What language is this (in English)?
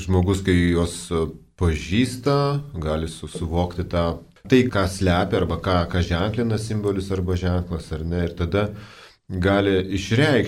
Lithuanian